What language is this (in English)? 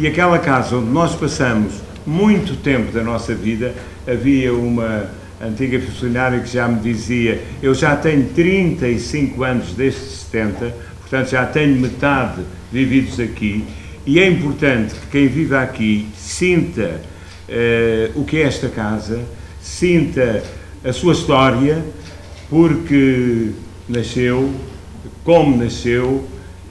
Portuguese